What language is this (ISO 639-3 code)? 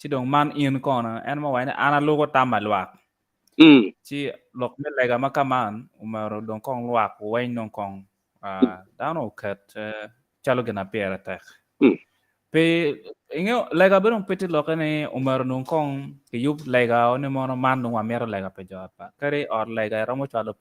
ach